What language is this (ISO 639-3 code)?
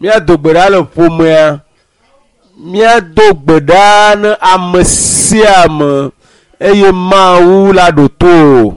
ewe